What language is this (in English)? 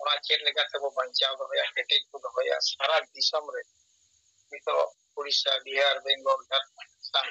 Santali